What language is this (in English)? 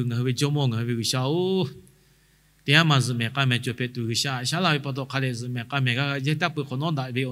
Lahu